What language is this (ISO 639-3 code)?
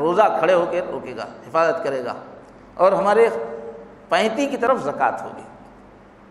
urd